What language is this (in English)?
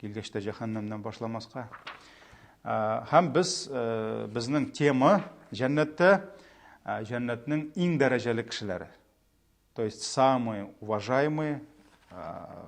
Tatar